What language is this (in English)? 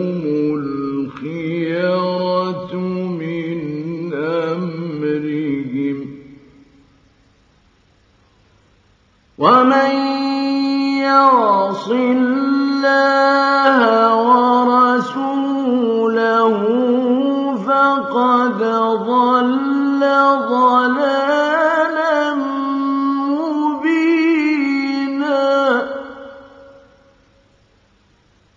Arabic